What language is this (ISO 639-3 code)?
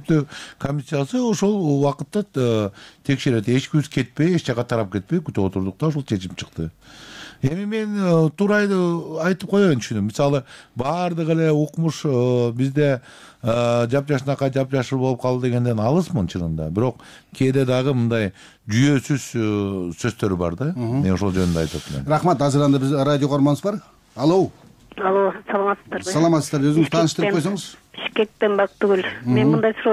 kir